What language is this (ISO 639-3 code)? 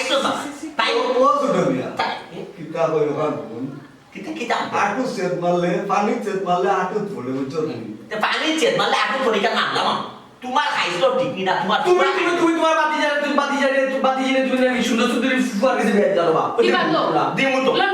syl